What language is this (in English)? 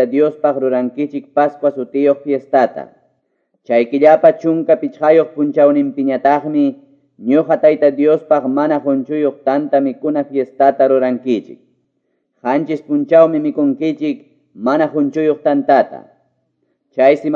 Quechua